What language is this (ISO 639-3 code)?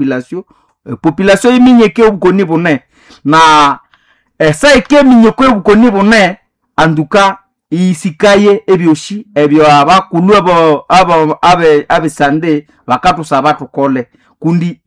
nnb